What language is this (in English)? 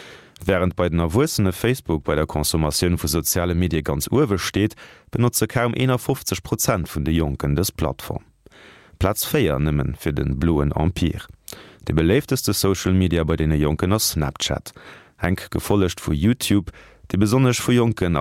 Luxembourgish